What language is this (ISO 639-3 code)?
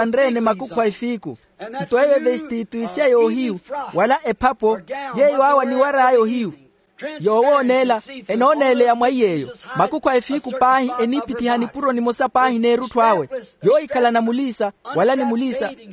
vmw